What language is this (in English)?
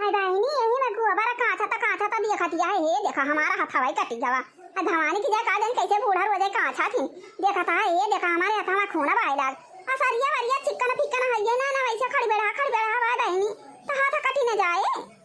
Awadhi